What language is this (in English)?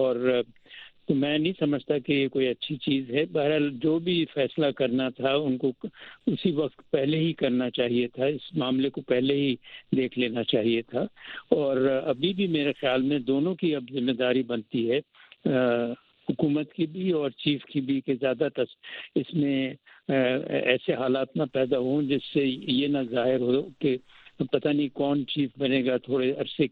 Urdu